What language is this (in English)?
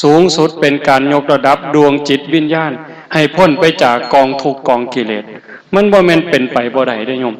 Northeastern Thai